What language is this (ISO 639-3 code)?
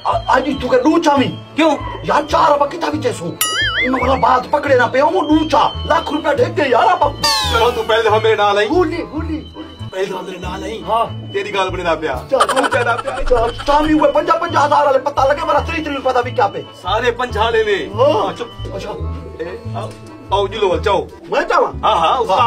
skr